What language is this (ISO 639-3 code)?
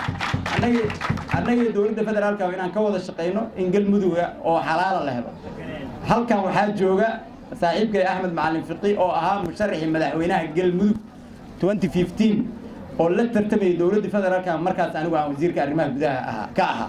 som